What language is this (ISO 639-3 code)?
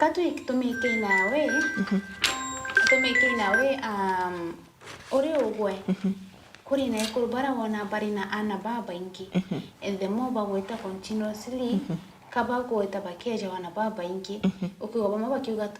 mer